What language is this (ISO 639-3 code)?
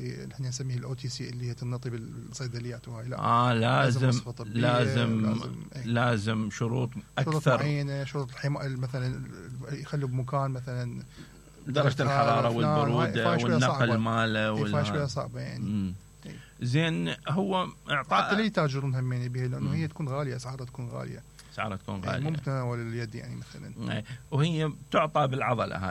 acm